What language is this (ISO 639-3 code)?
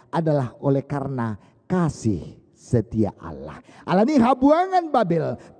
bbc